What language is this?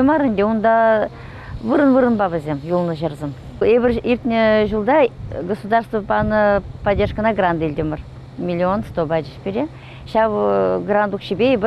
Chuvash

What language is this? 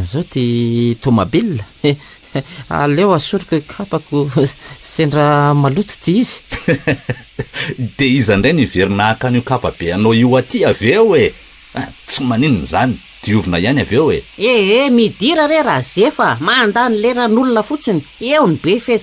Malagasy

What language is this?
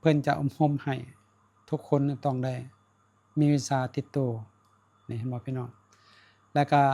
Lao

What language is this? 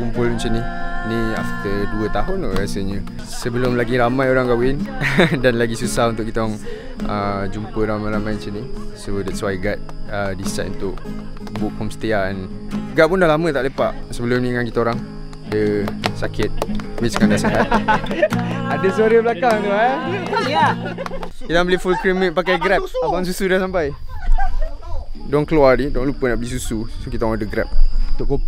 Malay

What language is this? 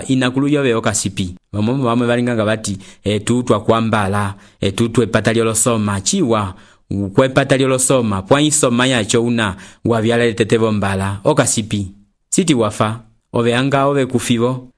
Umbundu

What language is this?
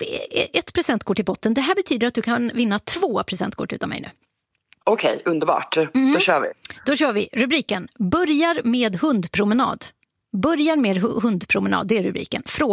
Swedish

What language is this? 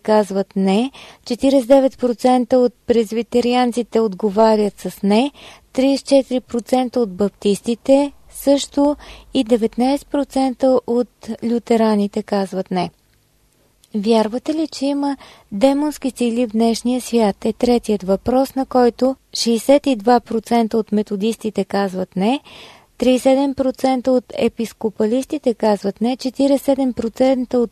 Bulgarian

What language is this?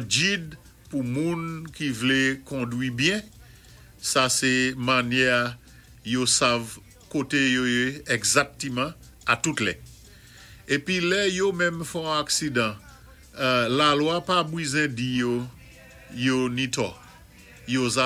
Saint Lucian Creole French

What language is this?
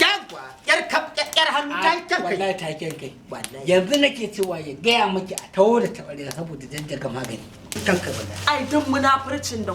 Hausa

